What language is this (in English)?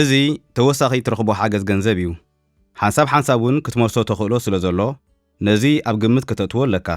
Tigrinya